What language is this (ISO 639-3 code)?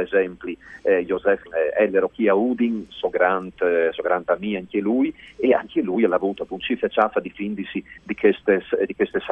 fur